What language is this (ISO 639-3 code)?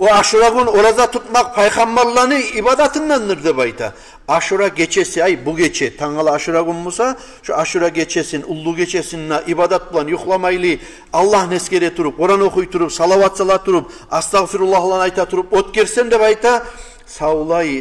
kum